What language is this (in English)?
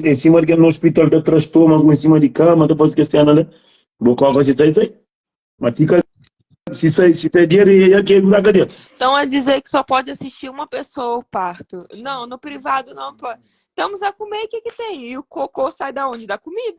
Kabuverdianu